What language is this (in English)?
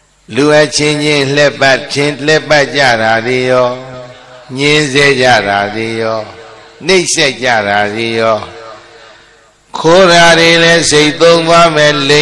Burmese